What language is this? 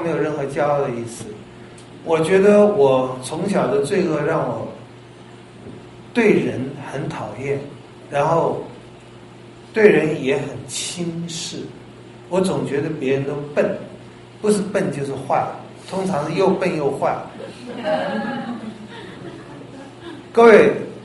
Chinese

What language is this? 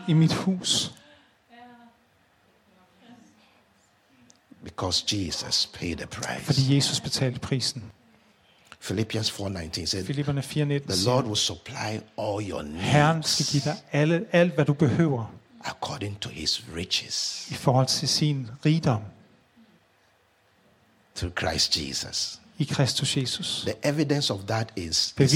Danish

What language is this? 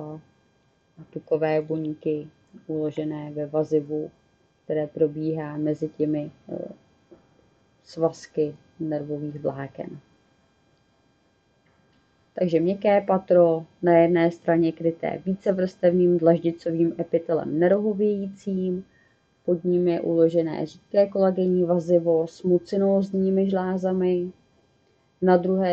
Czech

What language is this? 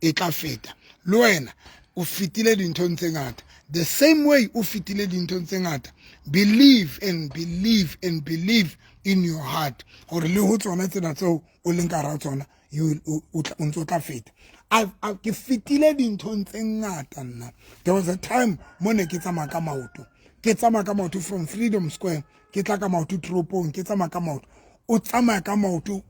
Southern Sotho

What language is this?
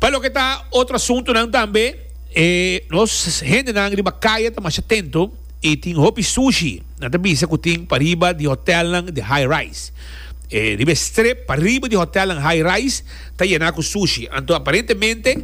Papiamento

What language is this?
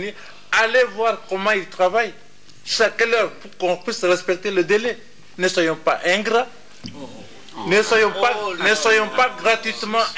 French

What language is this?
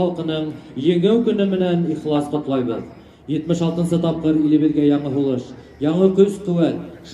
Bashkir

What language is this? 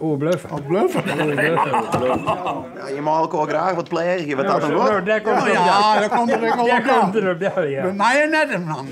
Western Frisian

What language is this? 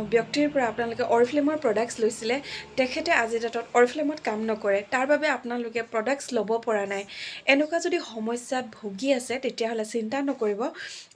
Assamese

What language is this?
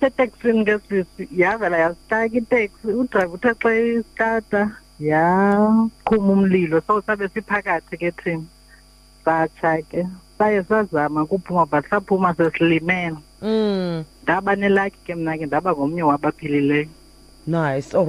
Xhosa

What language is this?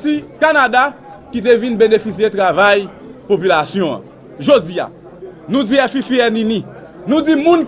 Haitian Creole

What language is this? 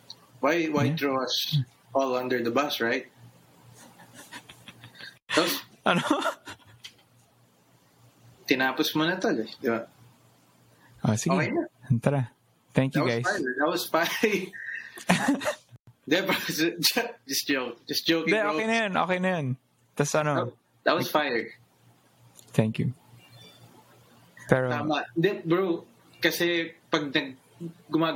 Filipino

